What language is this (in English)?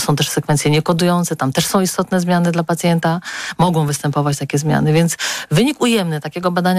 Polish